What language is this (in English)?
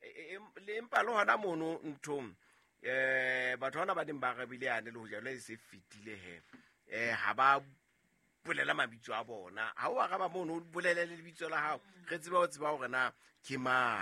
Southern Sotho